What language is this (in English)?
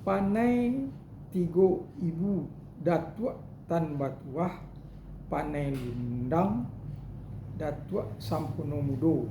Minangkabau